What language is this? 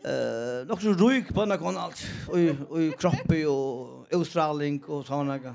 Faroese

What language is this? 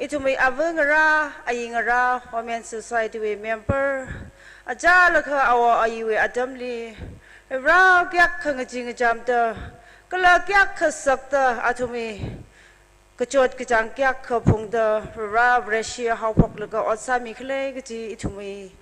Tangkhul Naga (India)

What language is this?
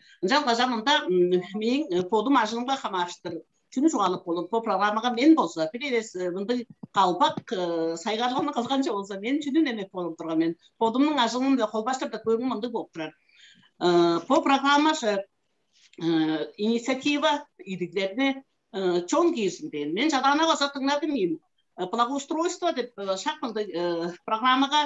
Tuvinian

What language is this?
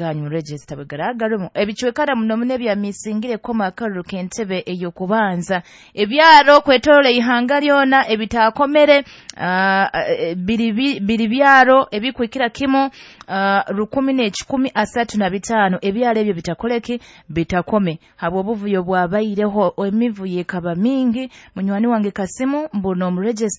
Nyoro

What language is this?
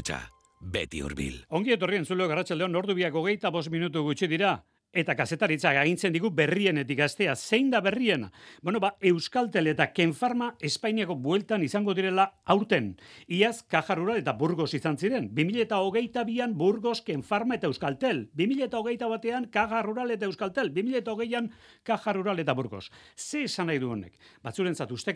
Basque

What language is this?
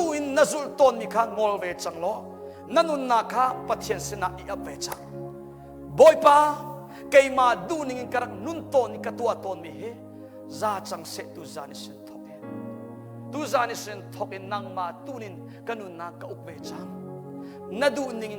Hakha Chin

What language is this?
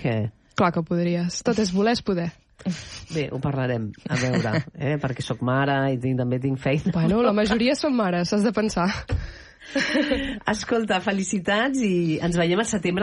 Catalan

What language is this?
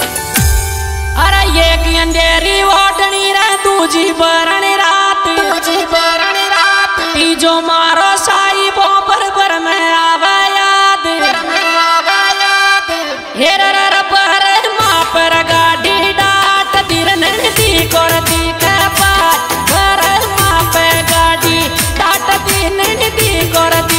Rajasthani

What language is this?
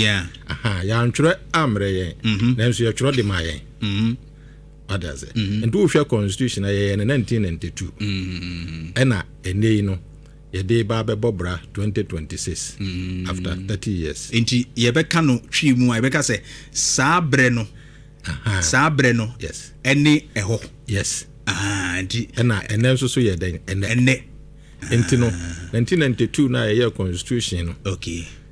Akan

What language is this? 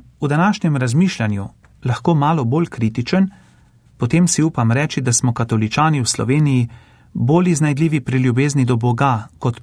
Slovenian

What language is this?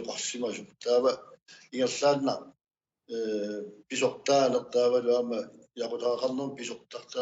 Kalaallisut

